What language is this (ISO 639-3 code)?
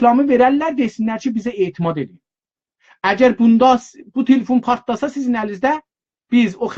azb